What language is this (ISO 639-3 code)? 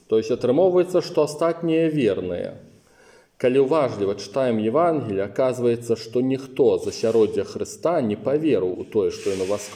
bel